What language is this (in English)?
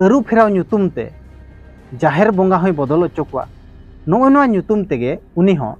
Santali